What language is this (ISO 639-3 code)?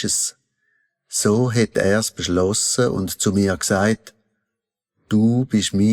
gsw